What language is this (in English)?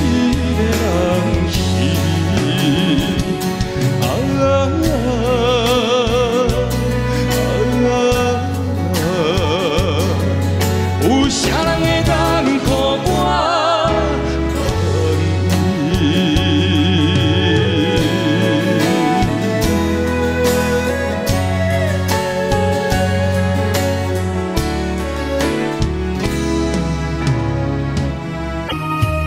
Min Nan Chinese